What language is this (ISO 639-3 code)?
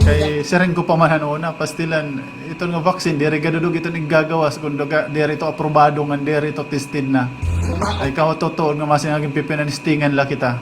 war